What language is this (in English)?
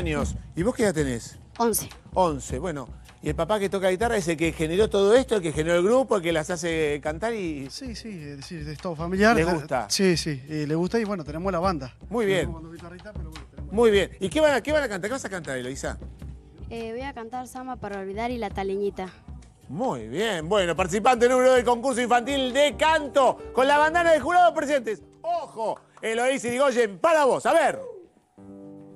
Spanish